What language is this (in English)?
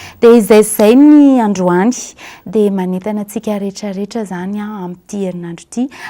Malagasy